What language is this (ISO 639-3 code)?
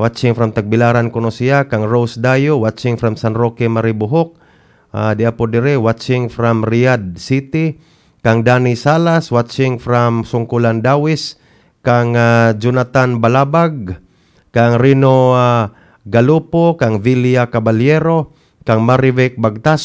ceb